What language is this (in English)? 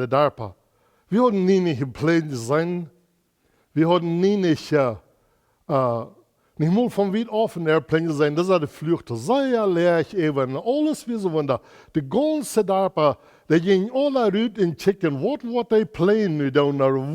Plautdietsch